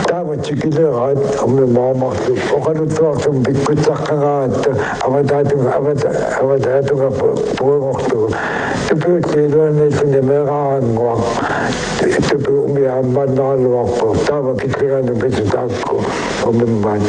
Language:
Kalaallisut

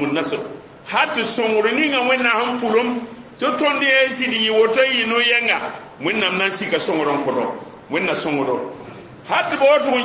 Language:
Mossi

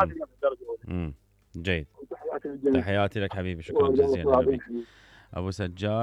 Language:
Mesopotamian Arabic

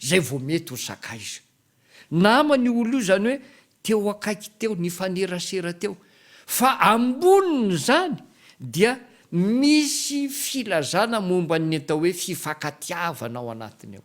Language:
Malagasy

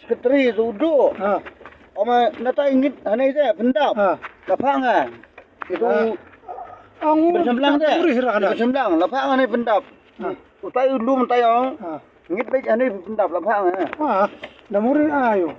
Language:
Khasi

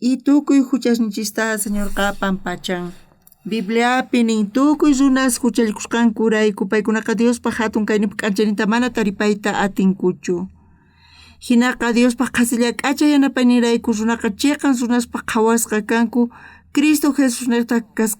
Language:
South Bolivian Quechua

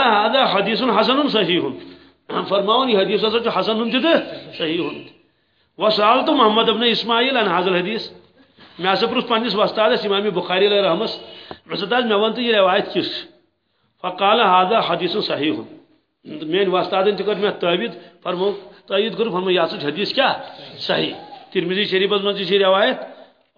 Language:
Kashmiri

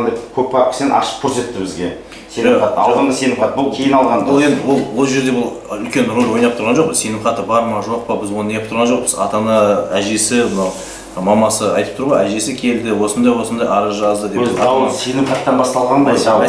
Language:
Kazakh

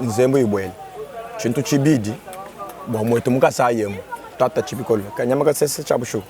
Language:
Luba-Lulua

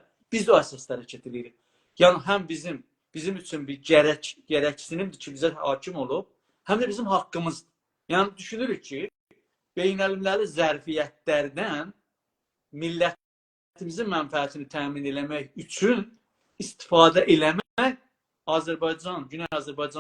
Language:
South Azerbaijani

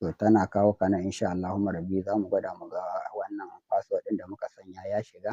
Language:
Hausa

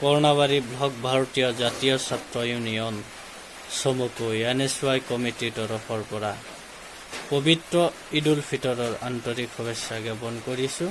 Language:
Assamese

